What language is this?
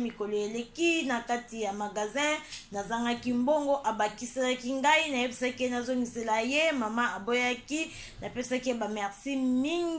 Lingala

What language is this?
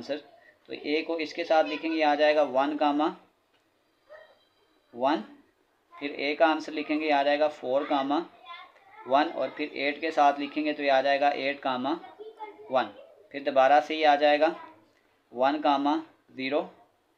Hindi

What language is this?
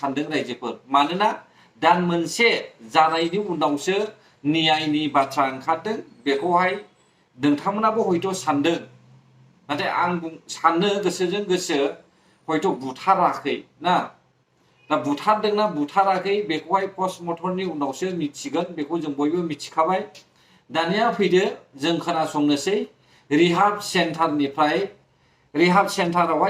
Bodo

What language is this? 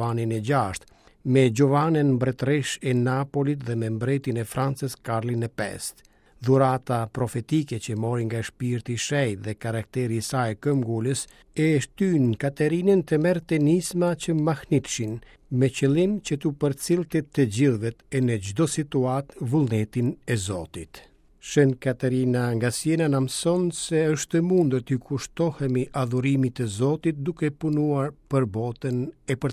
Albanian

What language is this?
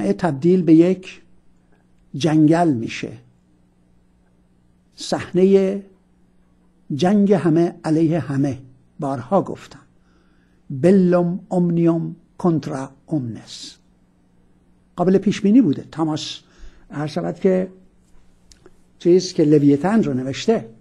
Persian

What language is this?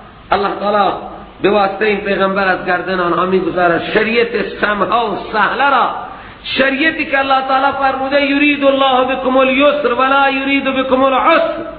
Persian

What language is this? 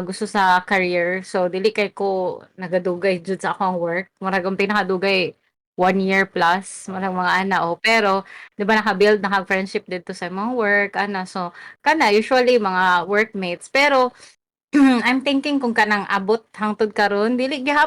Cebuano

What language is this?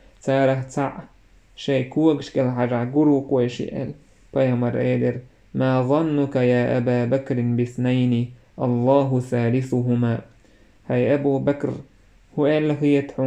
Chechen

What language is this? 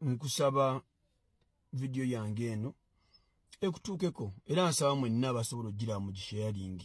Ganda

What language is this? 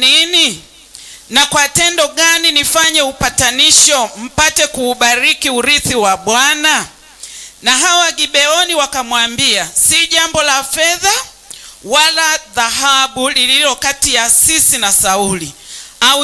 Swahili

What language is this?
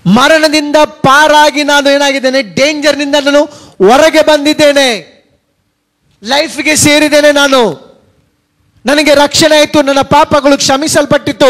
Kannada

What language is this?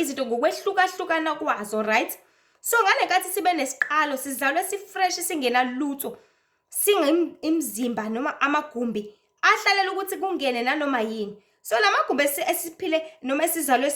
Zulu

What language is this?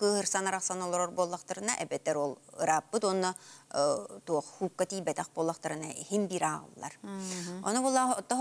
Yakut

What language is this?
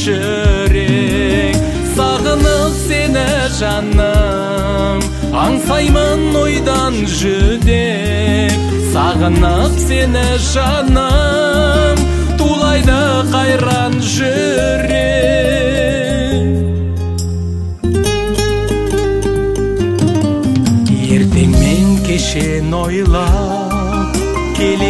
Kazakh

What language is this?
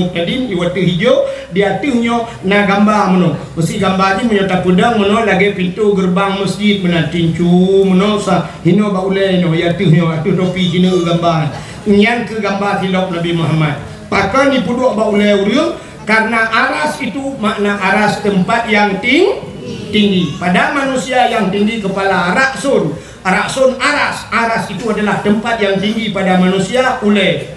Achinese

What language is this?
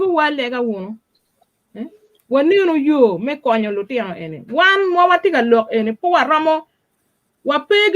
Acoli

